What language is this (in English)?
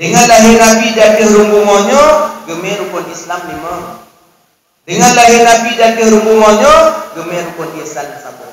Achinese